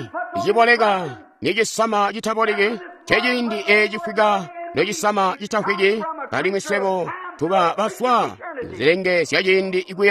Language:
Tonga (Zambia)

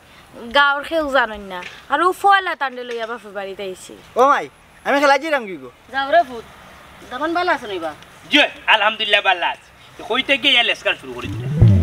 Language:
Sylheti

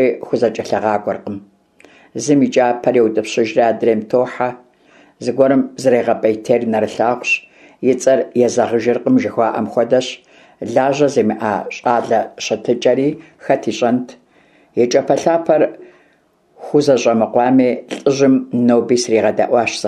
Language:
Kabardian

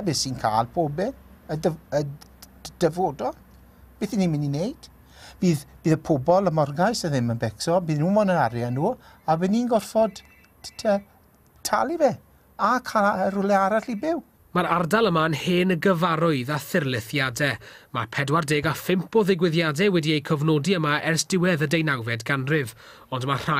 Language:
Welsh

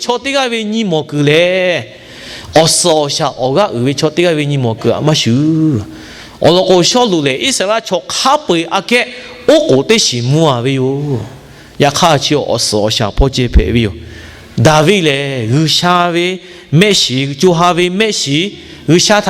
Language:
Lahu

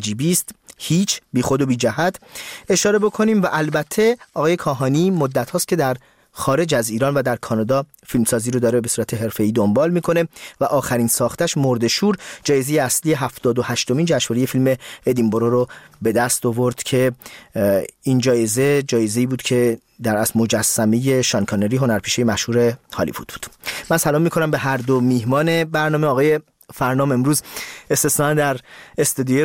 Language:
Persian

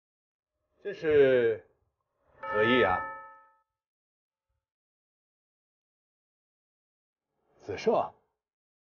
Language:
Chinese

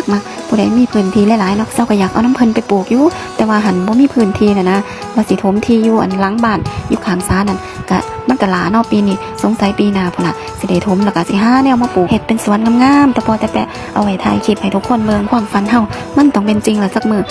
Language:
Northeastern Thai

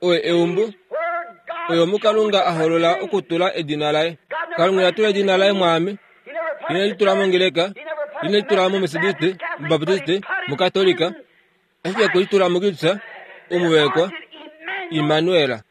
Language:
Kuanyama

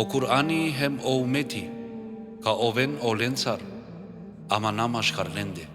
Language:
Balkan Romani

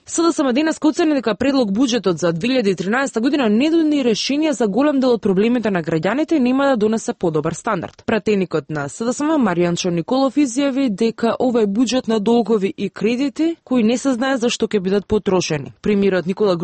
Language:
Macedonian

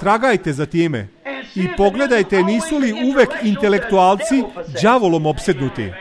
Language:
Serbian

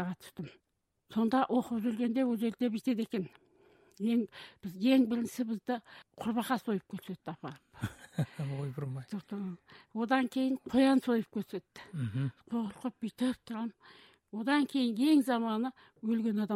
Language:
Kazakh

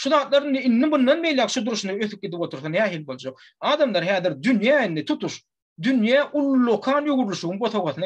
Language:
Turkmen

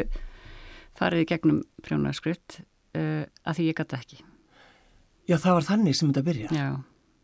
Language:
Icelandic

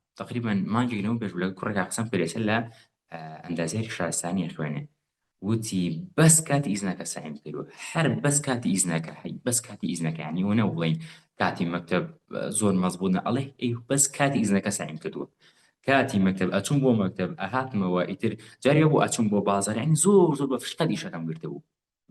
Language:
Central Kurdish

